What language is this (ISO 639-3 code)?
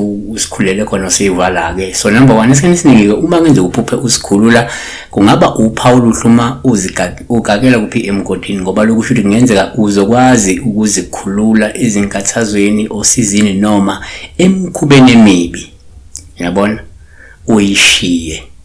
zul